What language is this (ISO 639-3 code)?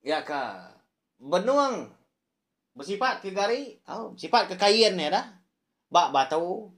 iba